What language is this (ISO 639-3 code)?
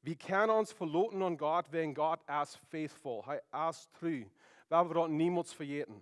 pdt